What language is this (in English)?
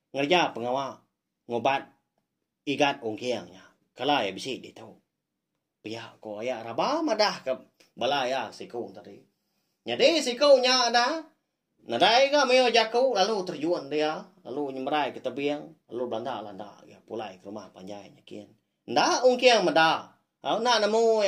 Iban